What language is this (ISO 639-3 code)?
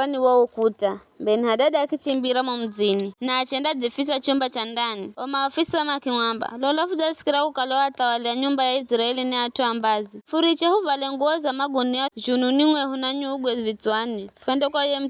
nyf